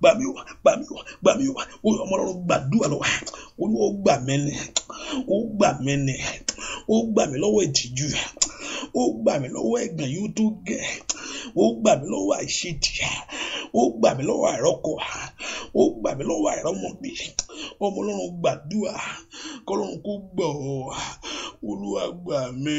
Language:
Yoruba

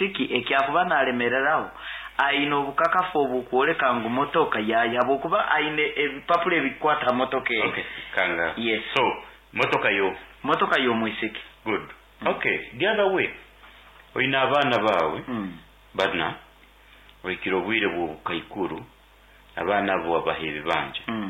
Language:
Nyoro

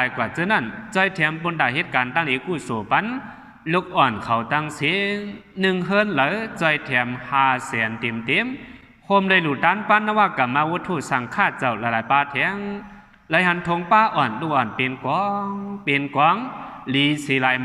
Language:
Shan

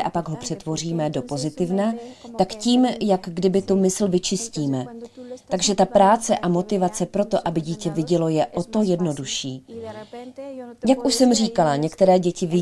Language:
Czech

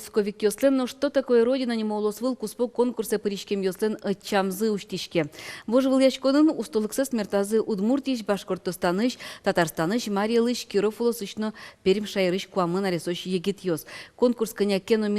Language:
Udmurt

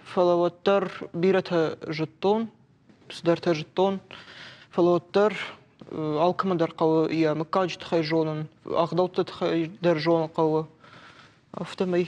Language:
Ossetic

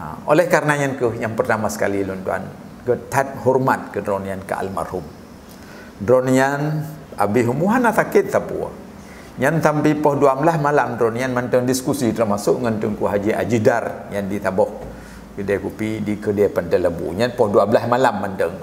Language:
Achinese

